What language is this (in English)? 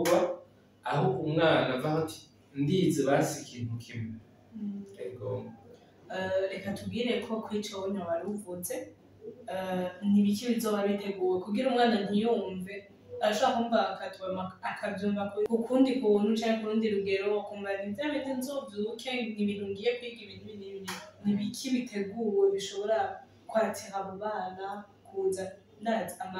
Rundi